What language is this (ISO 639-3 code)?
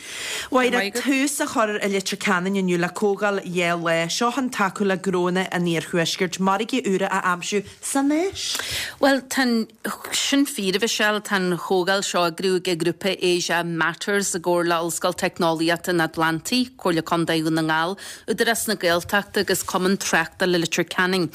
gle